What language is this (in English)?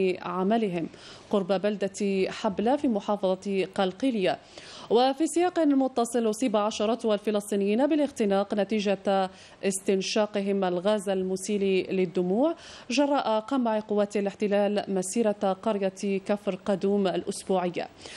Arabic